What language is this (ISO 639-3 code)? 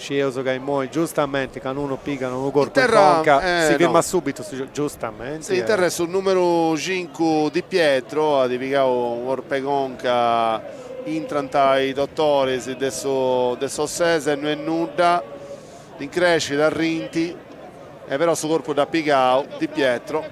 srd